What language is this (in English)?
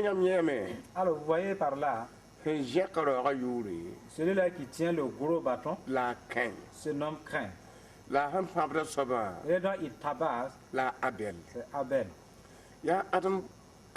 Mossi